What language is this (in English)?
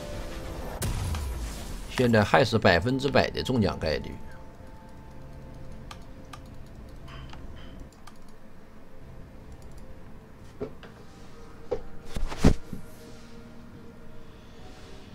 Chinese